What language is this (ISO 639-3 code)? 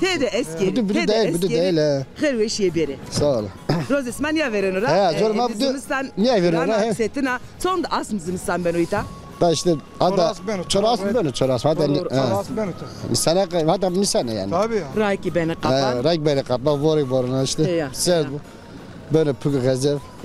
zza